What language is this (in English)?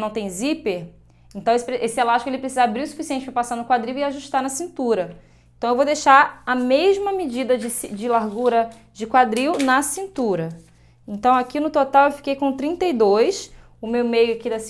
Portuguese